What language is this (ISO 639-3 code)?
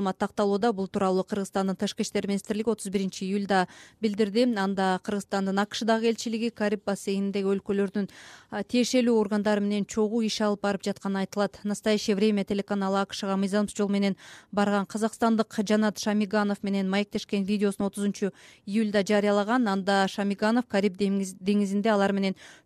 kir